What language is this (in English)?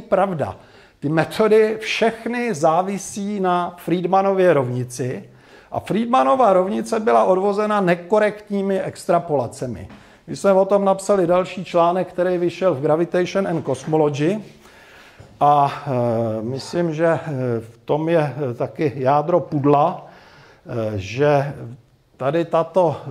Czech